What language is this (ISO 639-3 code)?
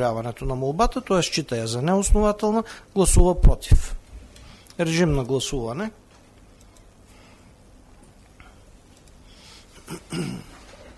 bul